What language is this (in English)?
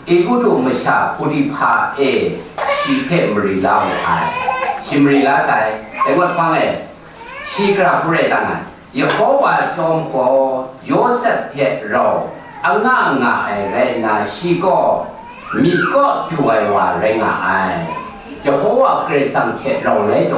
Kachin